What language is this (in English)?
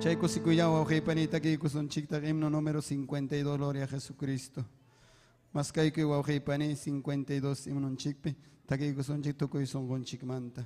Ayacucho Quechua